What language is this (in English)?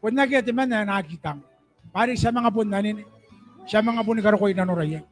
Gilbertese